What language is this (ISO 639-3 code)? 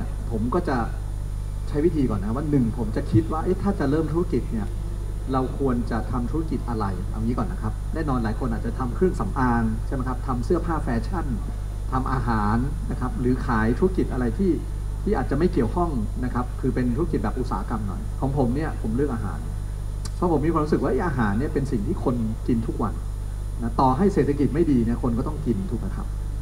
tha